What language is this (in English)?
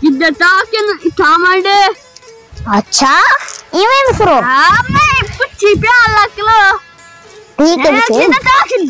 Saraiki